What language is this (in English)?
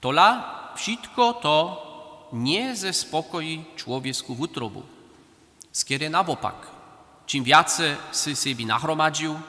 Upper Sorbian